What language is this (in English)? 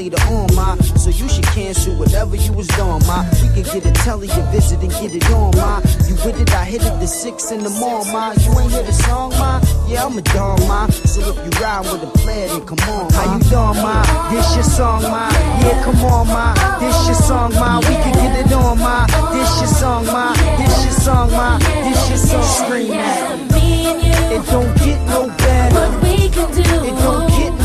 English